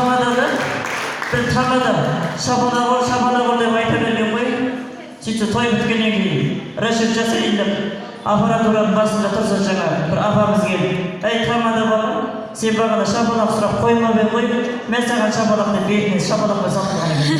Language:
Kazakh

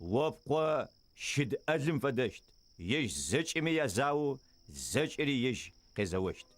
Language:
Adyghe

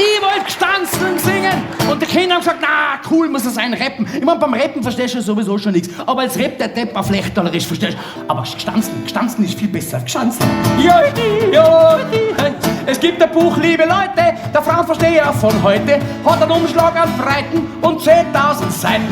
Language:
Bavarian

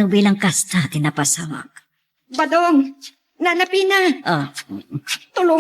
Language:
Iloko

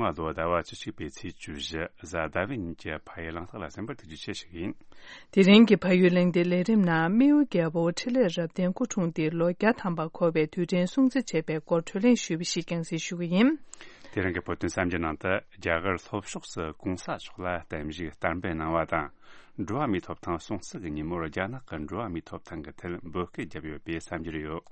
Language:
Tibetan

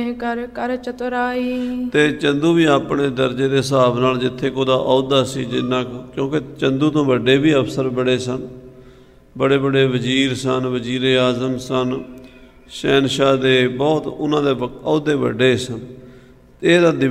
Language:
Punjabi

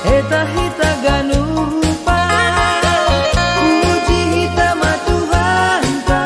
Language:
Batak Simalungun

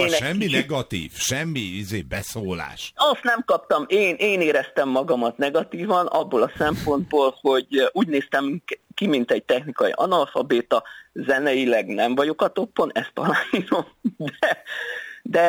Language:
Hungarian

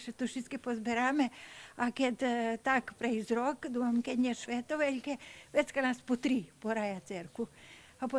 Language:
Rusyn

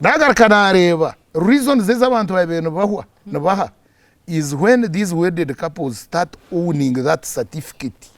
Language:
Nyankole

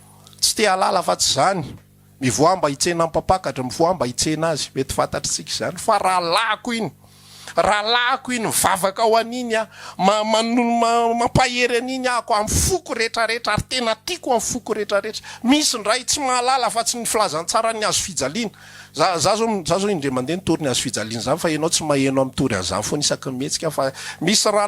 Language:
Malagasy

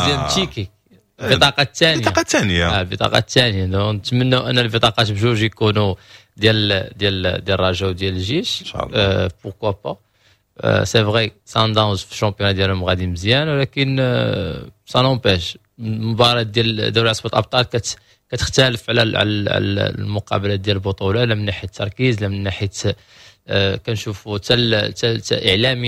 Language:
Moroccan Arabic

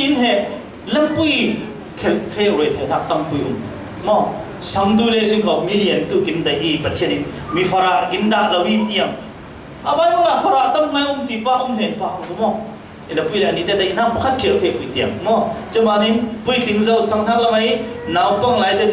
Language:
Falam Chin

